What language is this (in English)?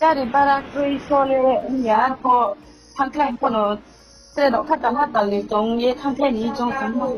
Riang (India)